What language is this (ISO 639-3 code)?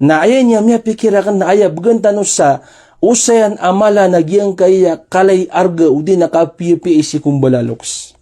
mrw